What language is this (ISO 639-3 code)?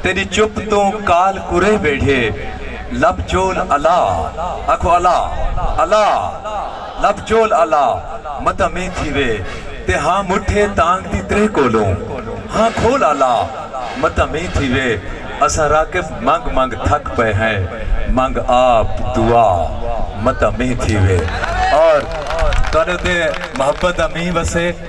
skr